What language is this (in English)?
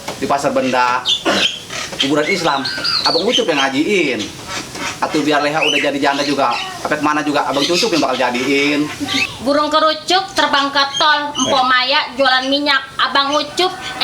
Betawi